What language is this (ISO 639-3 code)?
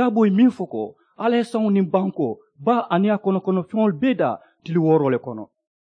man